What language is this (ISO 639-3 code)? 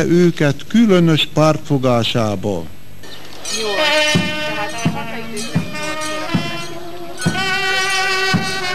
hun